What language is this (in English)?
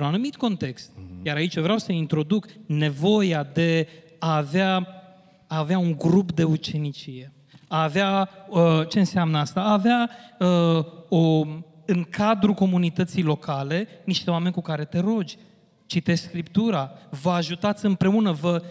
Romanian